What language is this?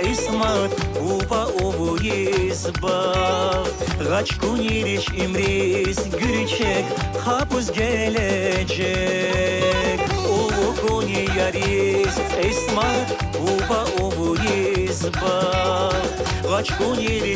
Tabassaran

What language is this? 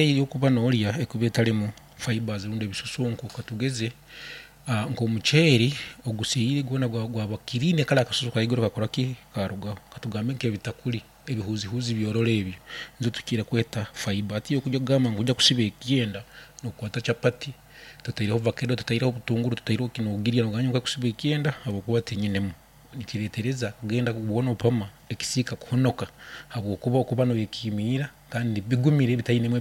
Nyankole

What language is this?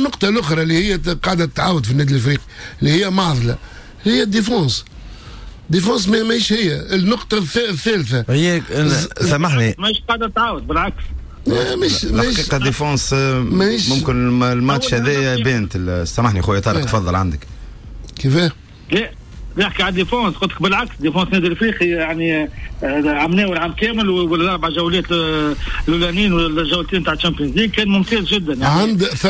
Tunisian Arabic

